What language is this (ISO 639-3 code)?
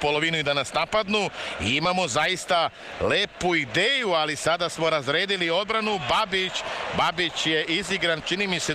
srp